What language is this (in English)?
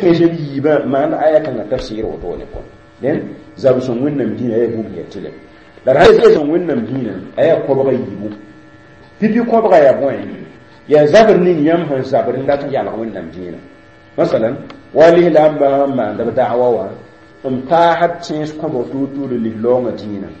Mossi